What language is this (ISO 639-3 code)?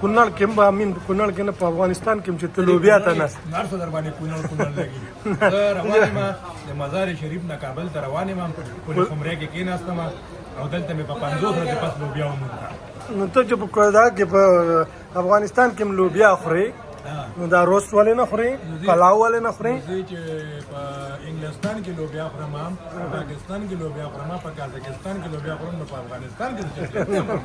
pus